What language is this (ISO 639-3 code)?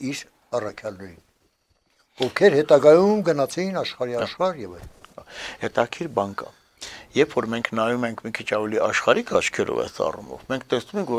hye